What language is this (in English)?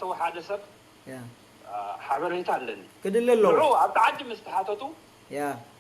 Tigrinya